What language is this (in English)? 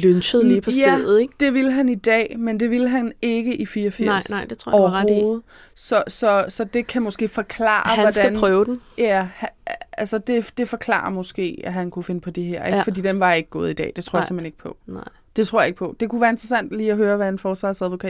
Danish